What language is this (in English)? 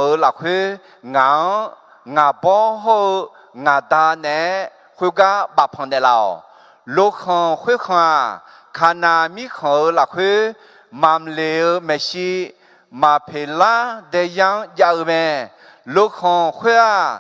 Akha